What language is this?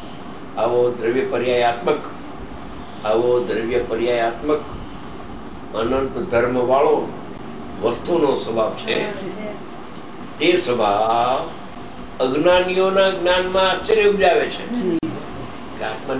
Gujarati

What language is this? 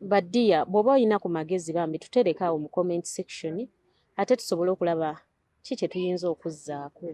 Ganda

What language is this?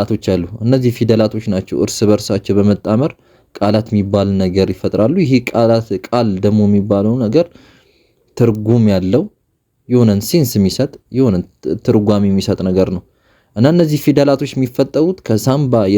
Amharic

